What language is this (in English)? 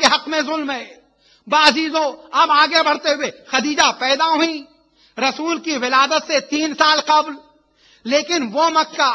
Urdu